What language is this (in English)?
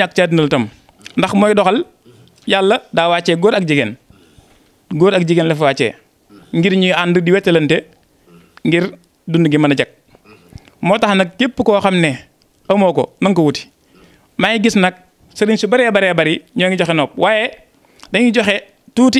Wolof